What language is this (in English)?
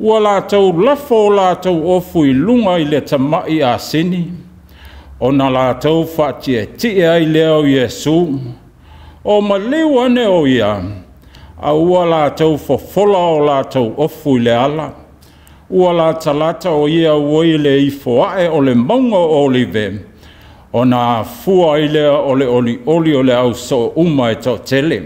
Samoan